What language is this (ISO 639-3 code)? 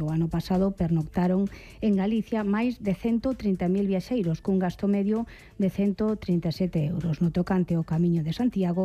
glg